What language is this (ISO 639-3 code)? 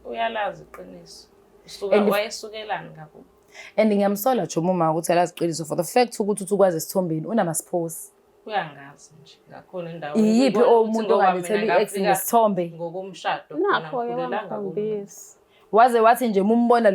zul